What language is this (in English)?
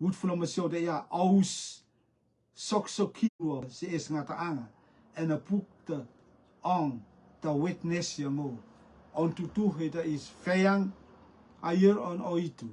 Rotuman